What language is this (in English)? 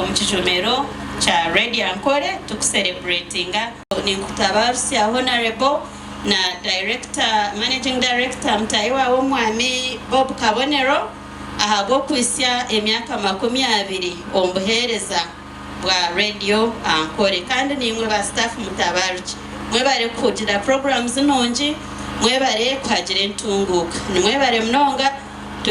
Nyankole